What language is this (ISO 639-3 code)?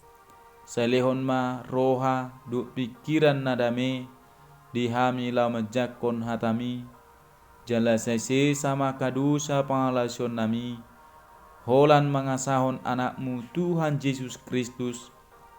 bbc